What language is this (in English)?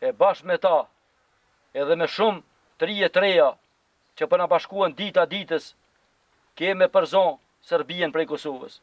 Albanian